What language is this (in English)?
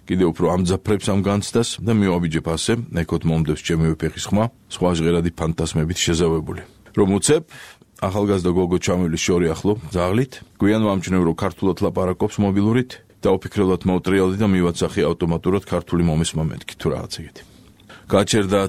Georgian